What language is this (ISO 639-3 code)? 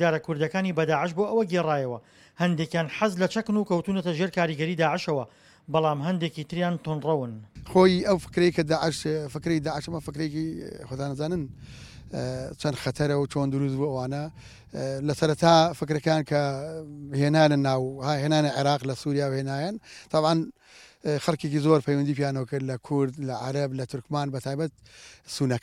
ckb